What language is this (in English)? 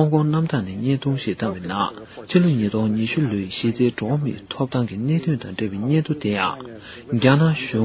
Tibetan